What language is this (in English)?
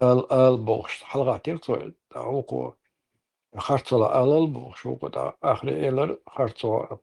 Chechen